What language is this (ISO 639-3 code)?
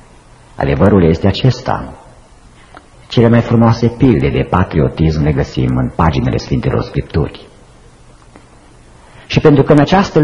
ron